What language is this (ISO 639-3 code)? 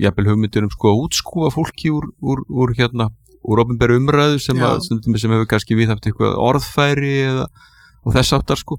isl